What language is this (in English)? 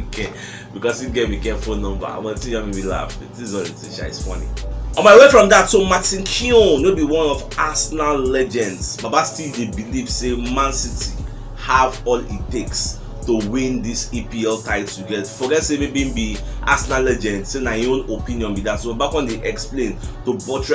Nigerian Pidgin